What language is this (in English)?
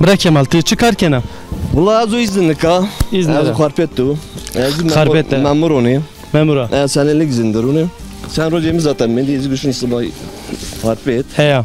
Zaza